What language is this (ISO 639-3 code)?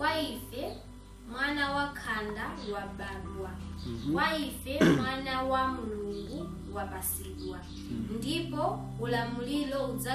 nya